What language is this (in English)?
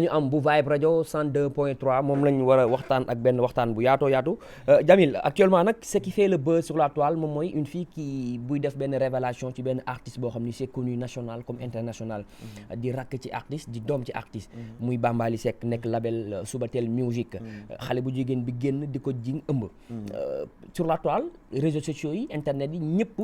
Wolof